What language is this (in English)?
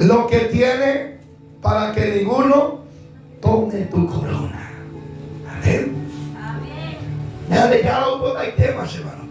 Guarani